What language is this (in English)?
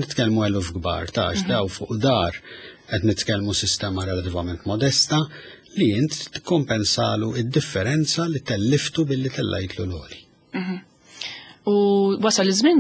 Maltese